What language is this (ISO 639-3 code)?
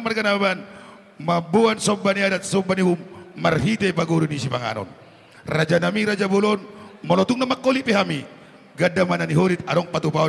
bbc